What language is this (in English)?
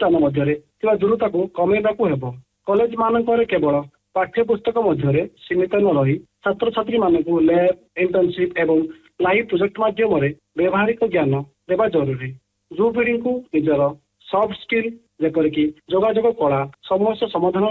Odia